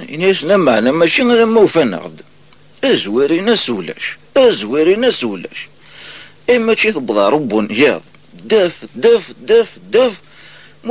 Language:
Kabyle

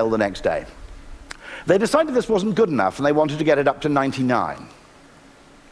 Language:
English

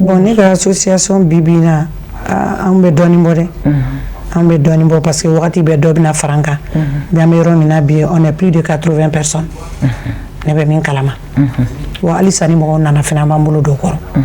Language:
Bambara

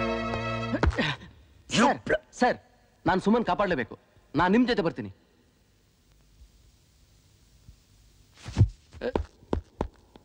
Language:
Kannada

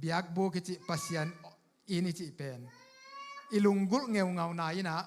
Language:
Tedim Chin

